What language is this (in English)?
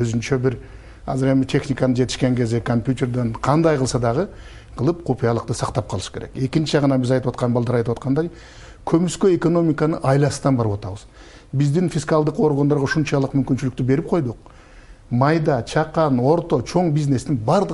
Kyrgyz